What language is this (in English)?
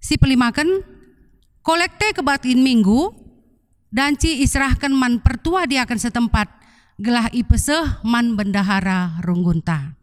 Batak Karo